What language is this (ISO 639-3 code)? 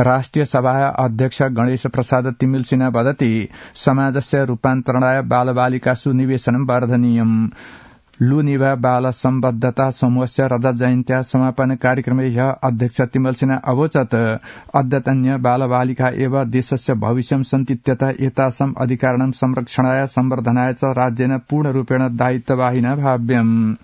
san